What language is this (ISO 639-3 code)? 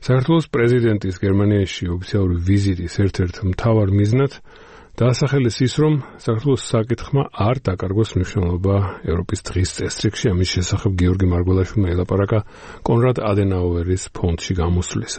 kat